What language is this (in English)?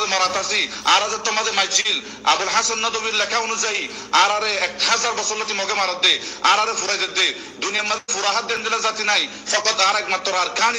Rohingya